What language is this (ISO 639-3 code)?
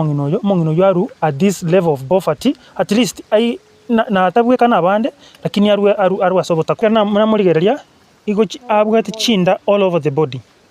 guz